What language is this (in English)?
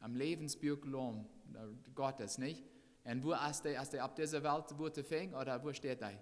Plautdietsch